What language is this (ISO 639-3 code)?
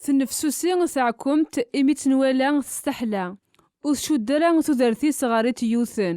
kab